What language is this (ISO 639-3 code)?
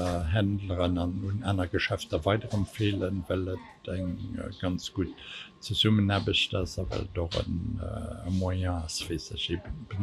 ltz